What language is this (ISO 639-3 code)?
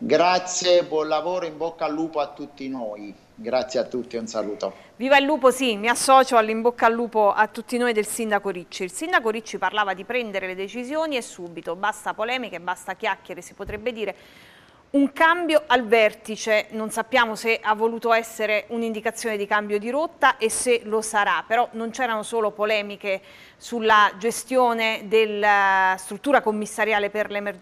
ita